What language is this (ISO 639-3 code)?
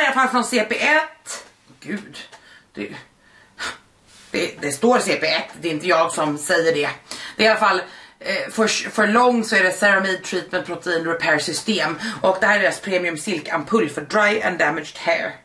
swe